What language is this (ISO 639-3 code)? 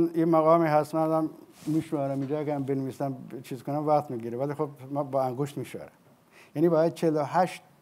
fas